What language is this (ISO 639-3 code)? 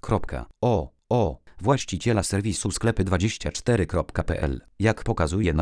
pol